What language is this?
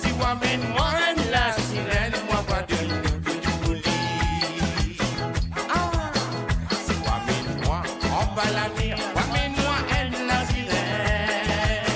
Morisyen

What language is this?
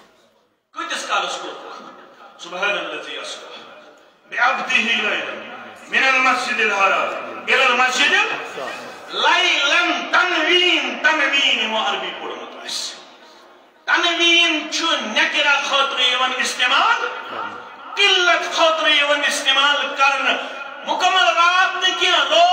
Kashmiri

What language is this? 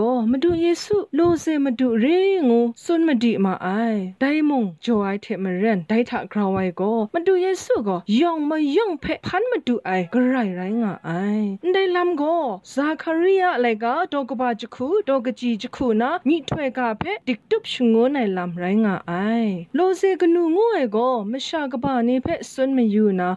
Kachin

